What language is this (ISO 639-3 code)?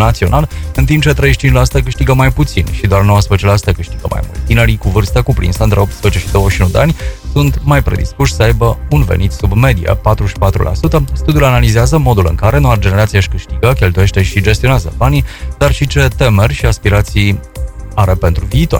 ron